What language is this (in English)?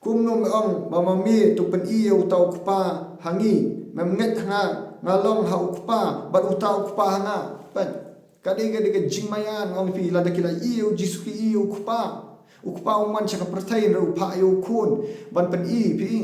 Khasi